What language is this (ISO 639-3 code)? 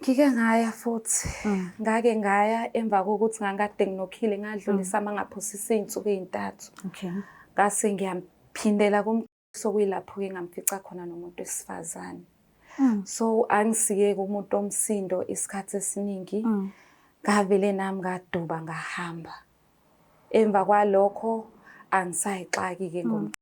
zul